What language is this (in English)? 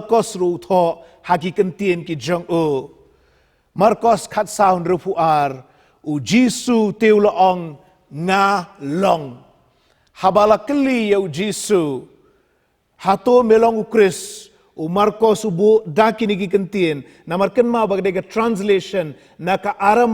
Khasi